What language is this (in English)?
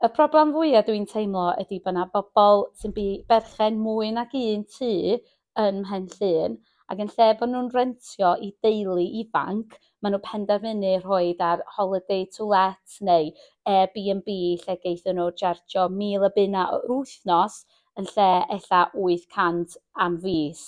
Welsh